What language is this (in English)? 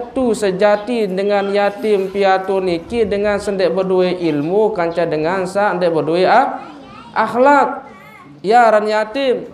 Sasak